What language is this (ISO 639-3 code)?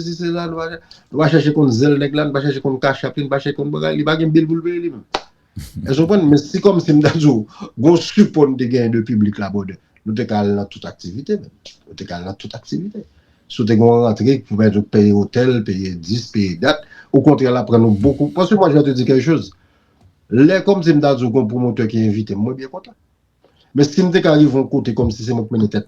hat